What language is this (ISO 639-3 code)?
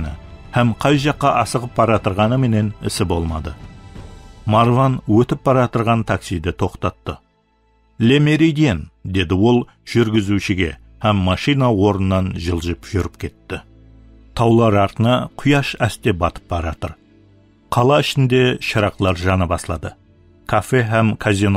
kaa